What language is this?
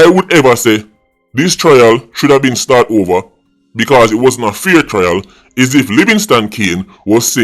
Jamaican Creole English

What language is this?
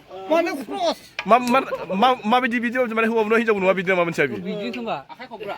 Bodo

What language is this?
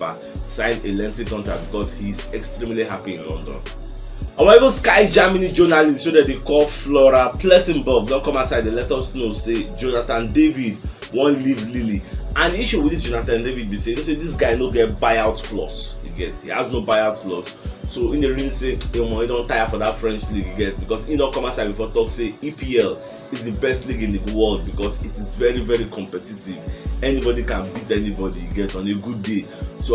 Nigerian Pidgin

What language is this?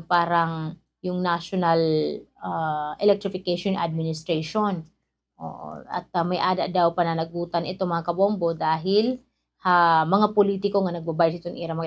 Waray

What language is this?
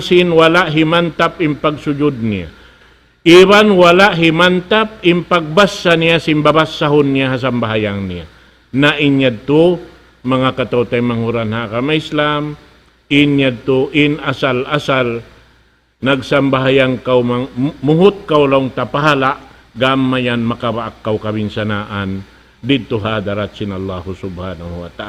Tausug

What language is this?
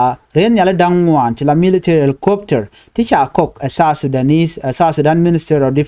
Nuer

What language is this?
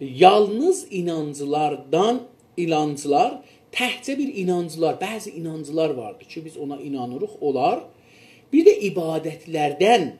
South Azerbaijani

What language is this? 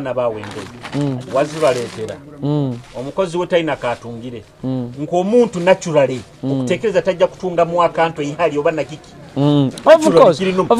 Nyoro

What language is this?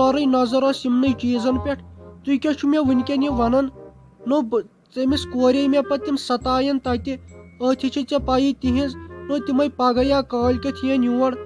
Kashmiri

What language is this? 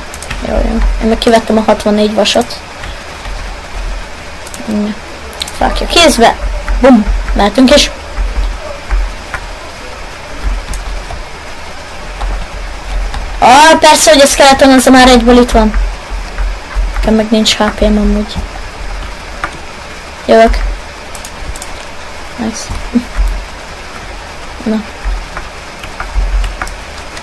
Hungarian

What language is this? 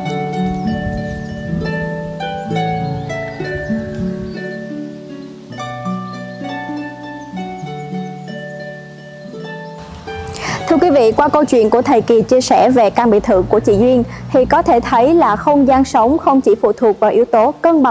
Vietnamese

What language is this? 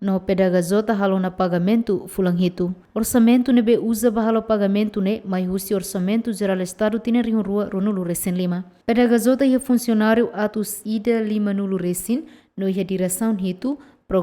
Tetum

